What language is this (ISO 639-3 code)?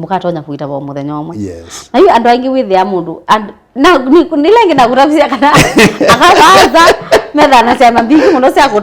kam